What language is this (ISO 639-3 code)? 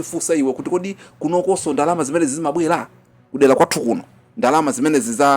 nya